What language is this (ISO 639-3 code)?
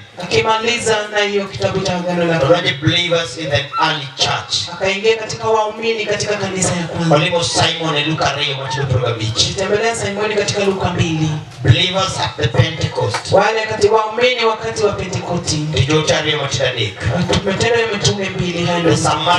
luo